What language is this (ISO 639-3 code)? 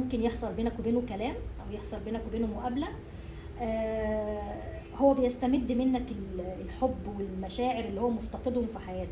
arz